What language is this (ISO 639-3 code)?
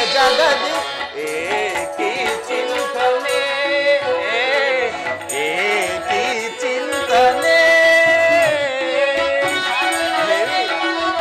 kan